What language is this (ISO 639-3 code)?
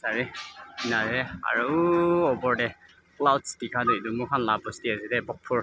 nag